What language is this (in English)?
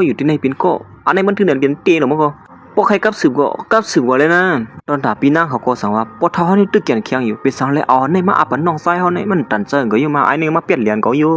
Shan